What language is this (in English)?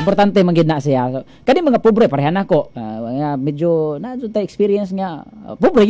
Cebuano